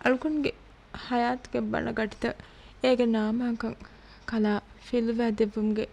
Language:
Divehi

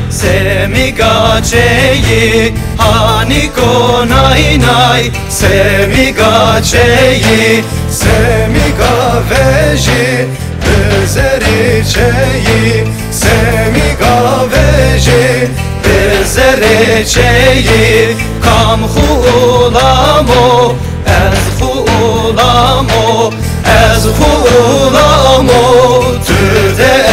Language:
Zaza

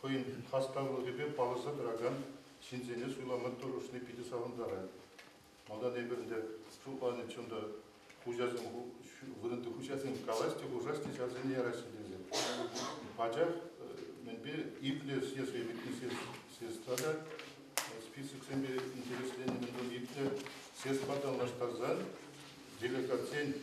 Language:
Chuvash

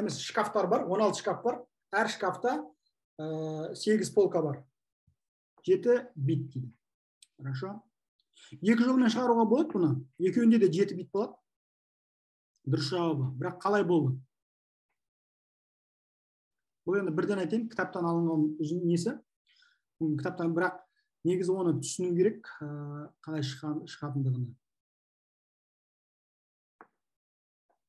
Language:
Kazakh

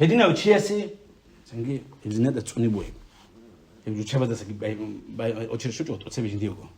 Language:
Avaric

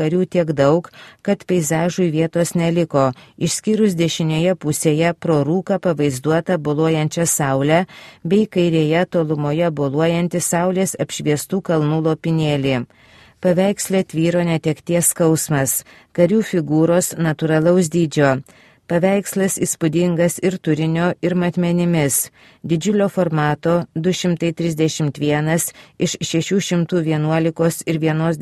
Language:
Lithuanian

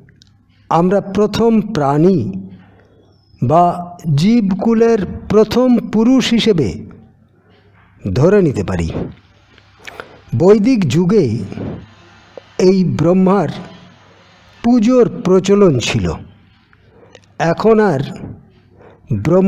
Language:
Bangla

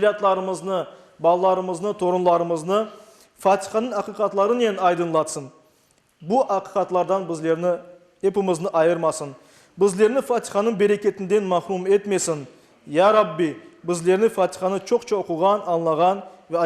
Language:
Crimean Tatar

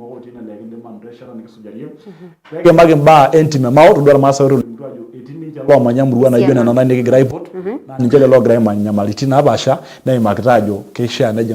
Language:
Masai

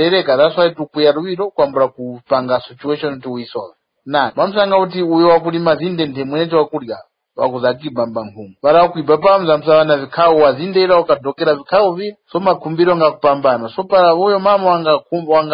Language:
Tumbuka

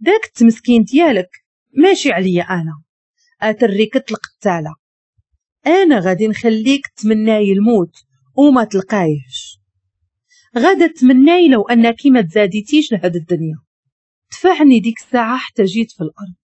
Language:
Moroccan Arabic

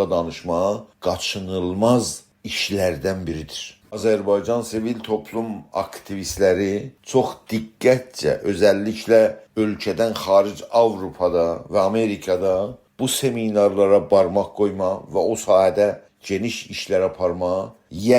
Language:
South Azerbaijani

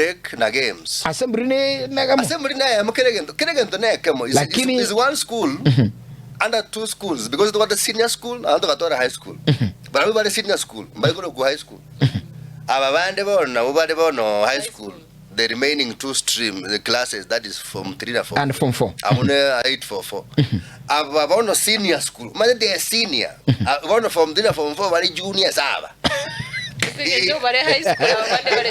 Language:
Gusii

